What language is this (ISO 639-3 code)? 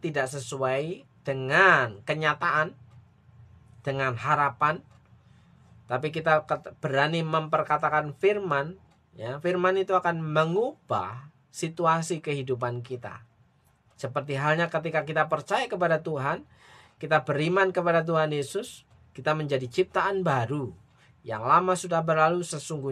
ind